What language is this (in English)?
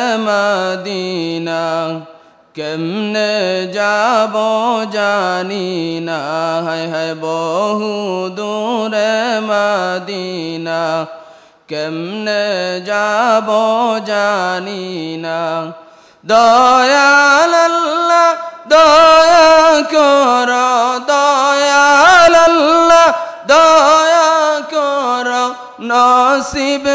Sylheti